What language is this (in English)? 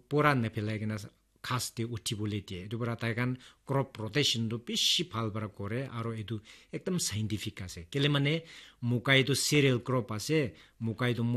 Naga Pidgin